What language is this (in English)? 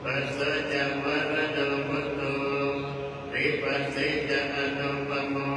Pali